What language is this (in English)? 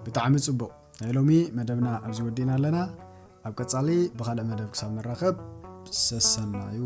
Tigrinya